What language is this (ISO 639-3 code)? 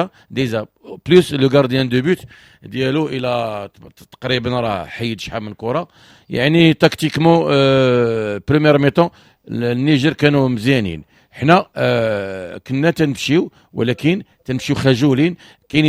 ary